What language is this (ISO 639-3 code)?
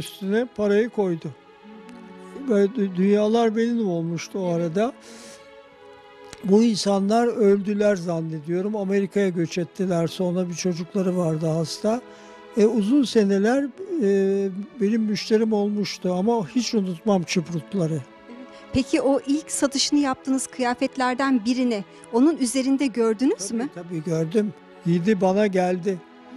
tur